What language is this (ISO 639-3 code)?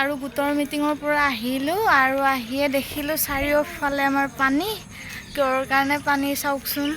asm